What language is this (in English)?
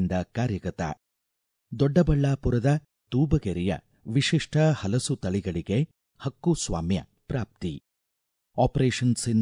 Kannada